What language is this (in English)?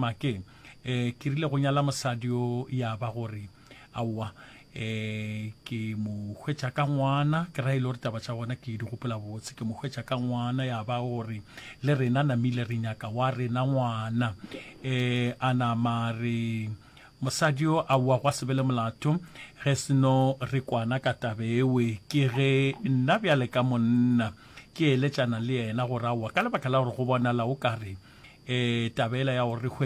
Northern Sotho